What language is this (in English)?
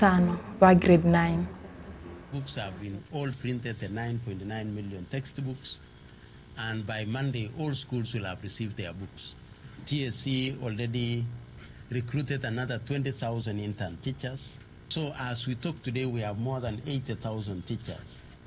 Gusii